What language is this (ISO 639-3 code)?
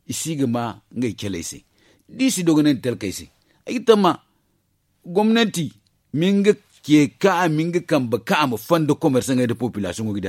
dje